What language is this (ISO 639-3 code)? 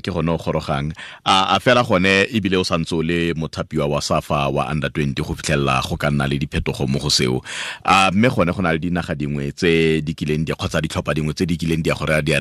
tsn